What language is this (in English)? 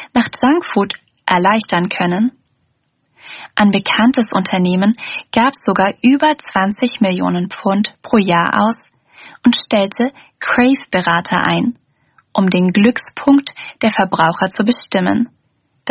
German